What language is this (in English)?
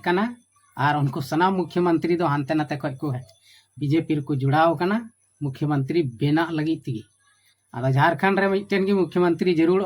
Santali